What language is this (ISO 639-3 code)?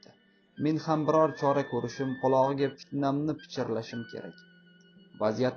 uzb